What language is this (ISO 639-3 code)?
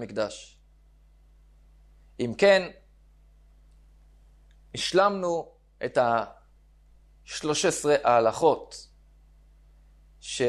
heb